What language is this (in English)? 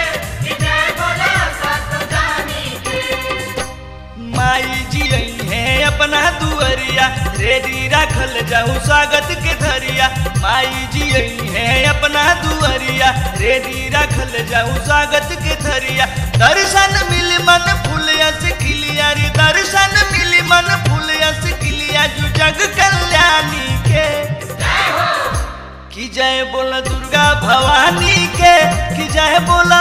Bhojpuri